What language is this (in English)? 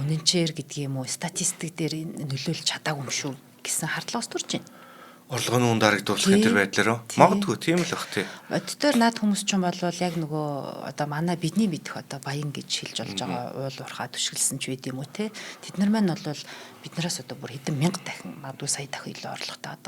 Mongolian